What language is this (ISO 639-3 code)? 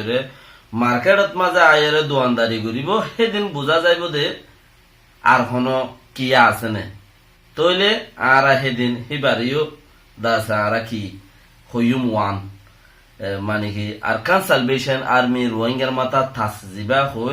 rhg